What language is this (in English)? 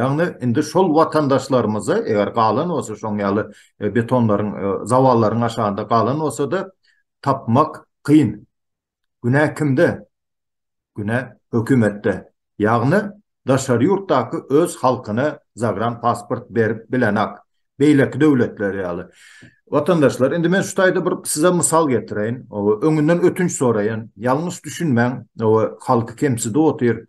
Turkmen